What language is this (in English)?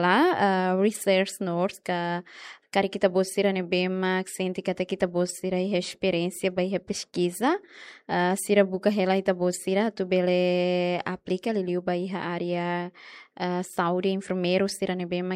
Tetum